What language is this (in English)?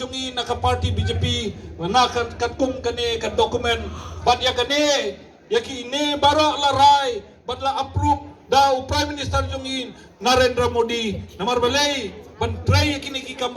Khasi